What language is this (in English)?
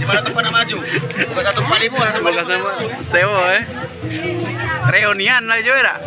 Musi